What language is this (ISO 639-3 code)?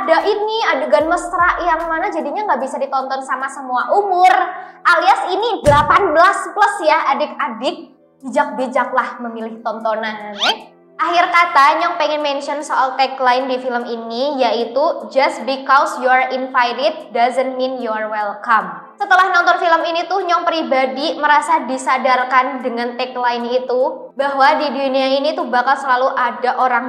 ind